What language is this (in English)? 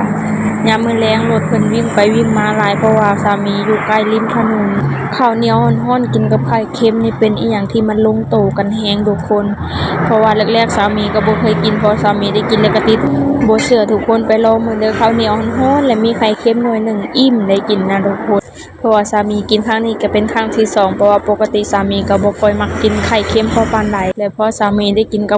Lao